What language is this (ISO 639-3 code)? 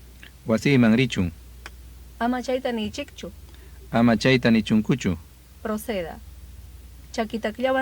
quy